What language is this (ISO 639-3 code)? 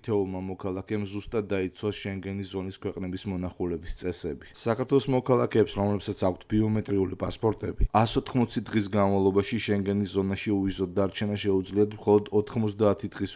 kat